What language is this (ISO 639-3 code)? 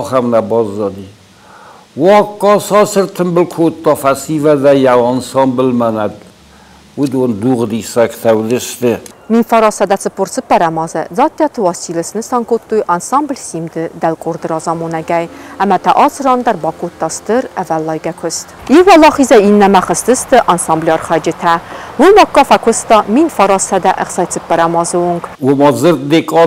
oss